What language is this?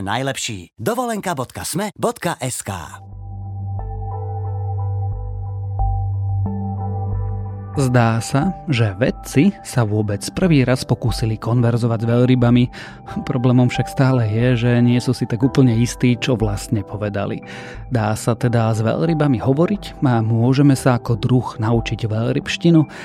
Slovak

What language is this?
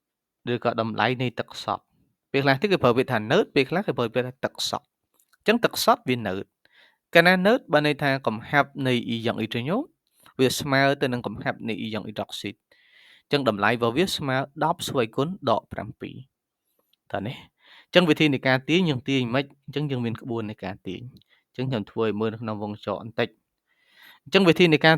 Khmer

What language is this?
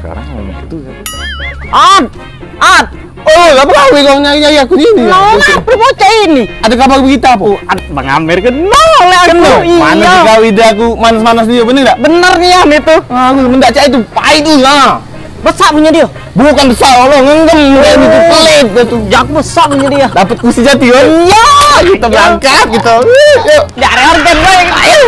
Musi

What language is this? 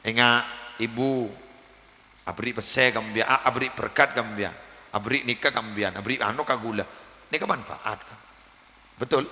Madurese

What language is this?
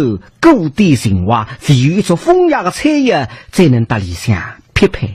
Wu Chinese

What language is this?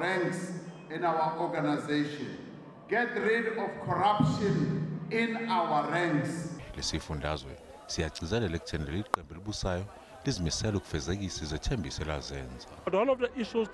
Zulu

